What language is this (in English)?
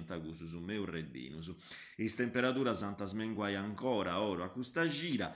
Sardinian